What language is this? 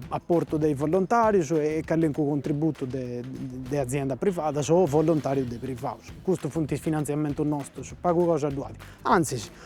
Sardinian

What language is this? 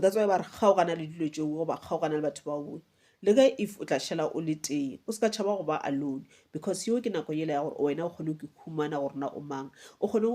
Northern Sotho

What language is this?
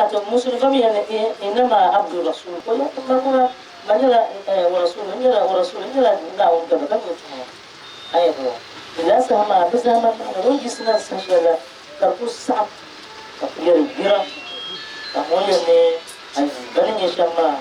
Dagbani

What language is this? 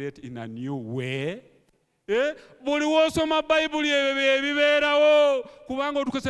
Ganda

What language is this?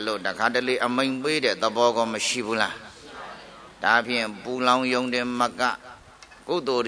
Burmese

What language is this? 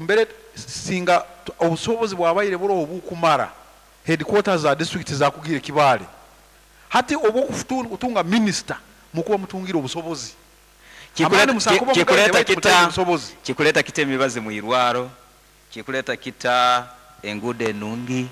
Nyankole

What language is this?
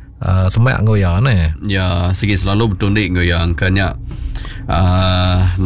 Iban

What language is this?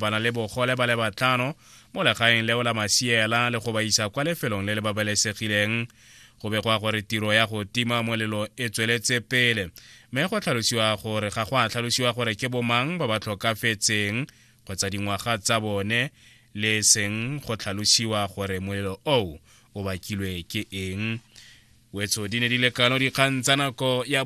Tswana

